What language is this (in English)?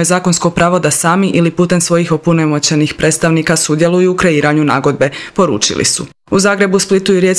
Croatian